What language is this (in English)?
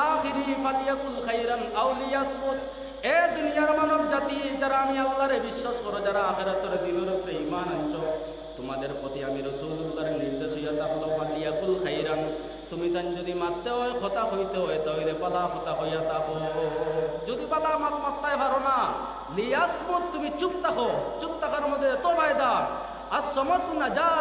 Sylheti